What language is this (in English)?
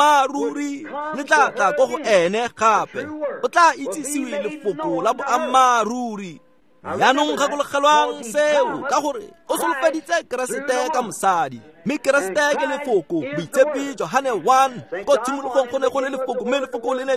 Tswana